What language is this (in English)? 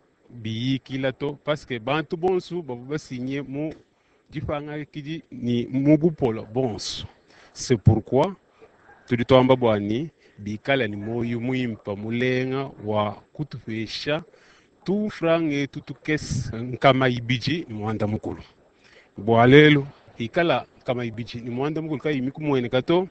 Luba-Lulua